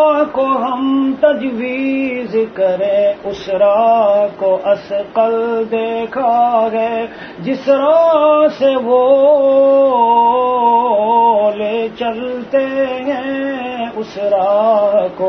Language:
Urdu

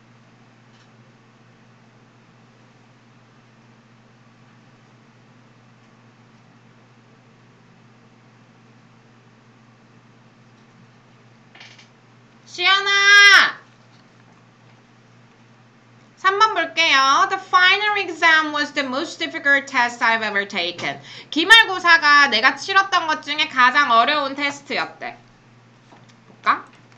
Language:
Korean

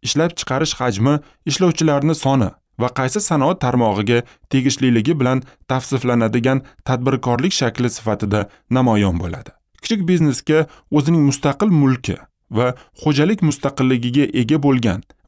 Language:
Uzbek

